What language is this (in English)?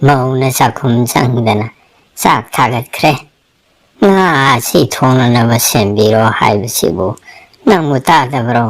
Manipuri